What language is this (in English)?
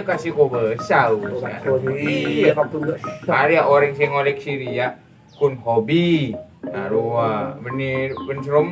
Madurese